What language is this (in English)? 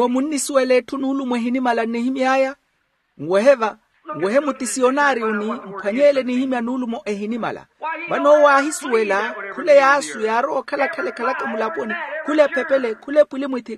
Makhuwa